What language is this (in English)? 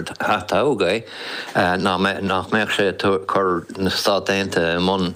Irish